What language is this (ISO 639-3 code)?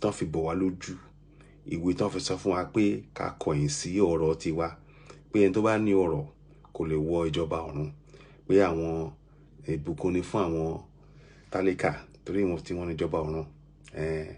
yor